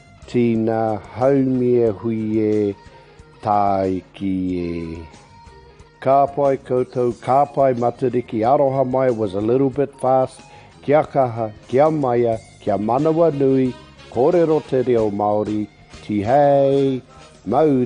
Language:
Māori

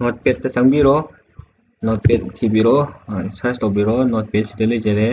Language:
Manipuri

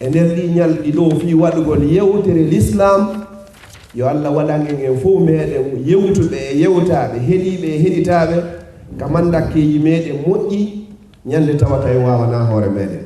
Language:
Fula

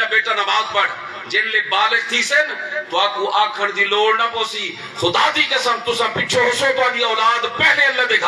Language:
Saraiki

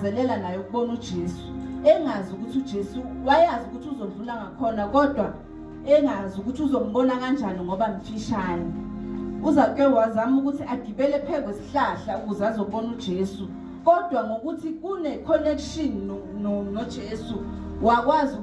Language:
Zulu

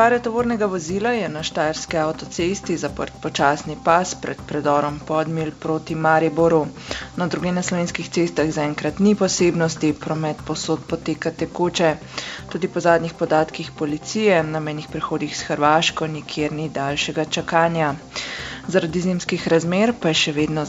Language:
Slovenian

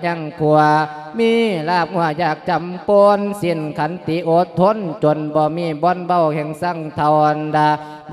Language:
Lao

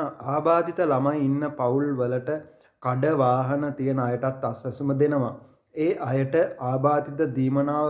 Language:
Sinhala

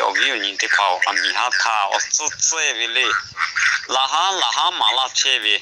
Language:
Lahu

